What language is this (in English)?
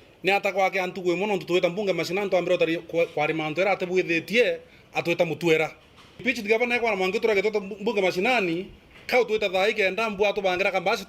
Meru